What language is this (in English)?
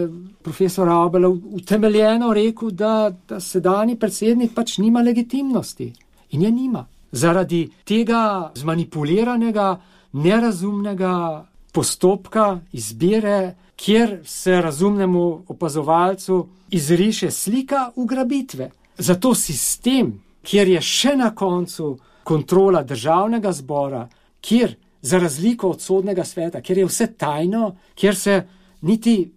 Slovenian